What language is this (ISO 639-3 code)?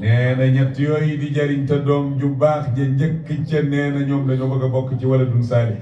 wol